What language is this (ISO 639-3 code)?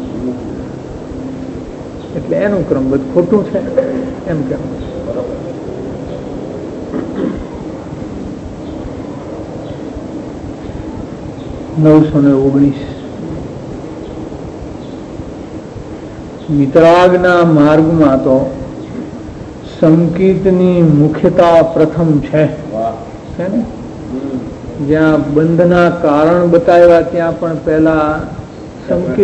guj